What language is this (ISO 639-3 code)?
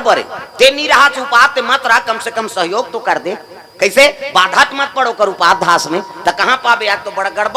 hne